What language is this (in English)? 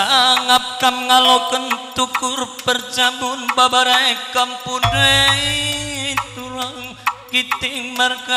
Batak Karo